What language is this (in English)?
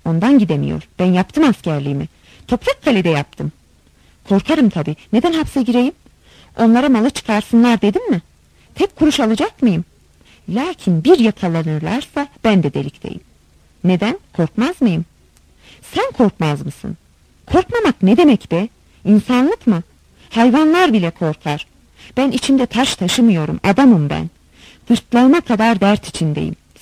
Turkish